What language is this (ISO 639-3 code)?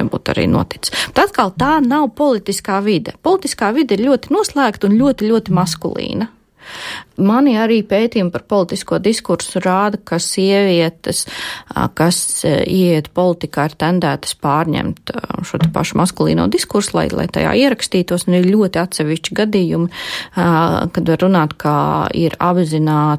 lav